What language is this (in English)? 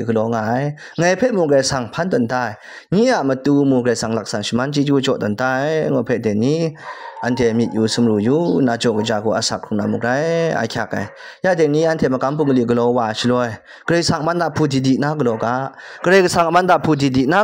Kachin